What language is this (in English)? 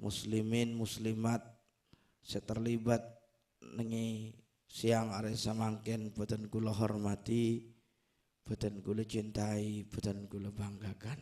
Madurese